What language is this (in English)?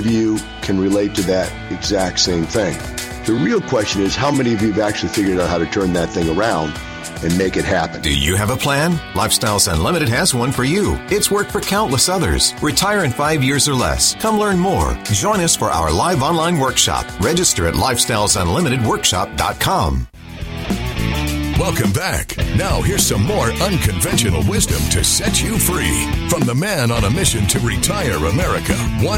English